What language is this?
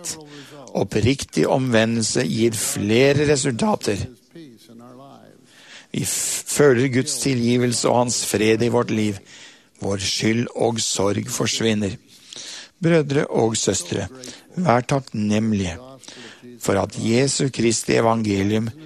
Norwegian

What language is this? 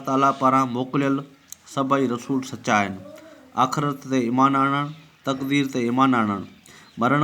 Sindhi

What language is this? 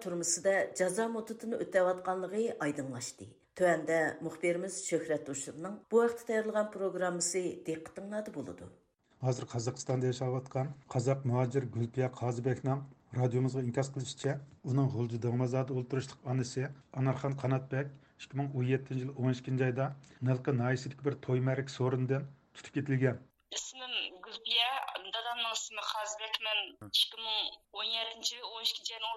Uyghur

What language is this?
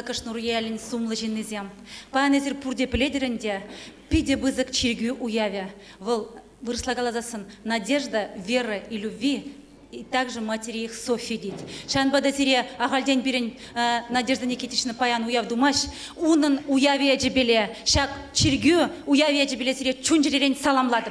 Chuvash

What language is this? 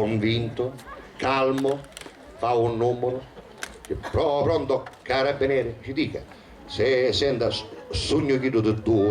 Sicilian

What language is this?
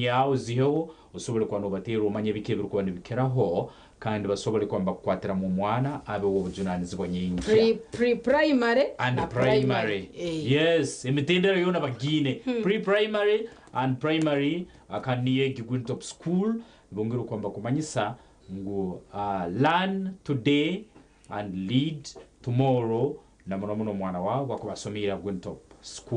Nyankole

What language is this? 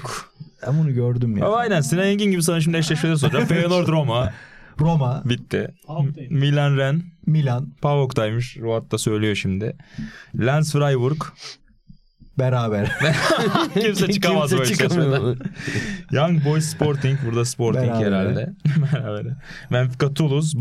Turkish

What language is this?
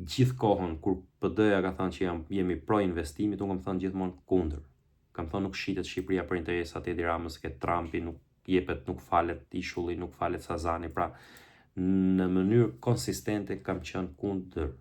Albanian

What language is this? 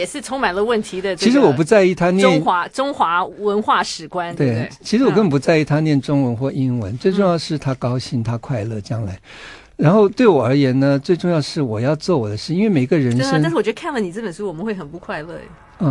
Chinese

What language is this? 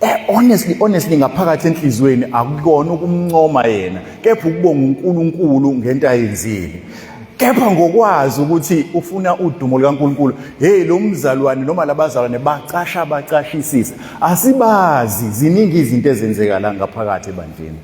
Zulu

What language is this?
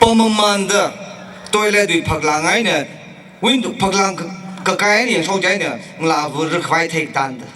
Tangkhul Naga (India)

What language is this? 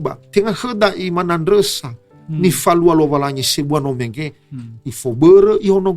Nias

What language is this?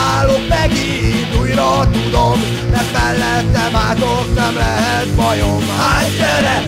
Hungarian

